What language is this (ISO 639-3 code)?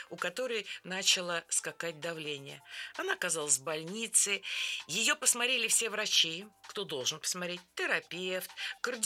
rus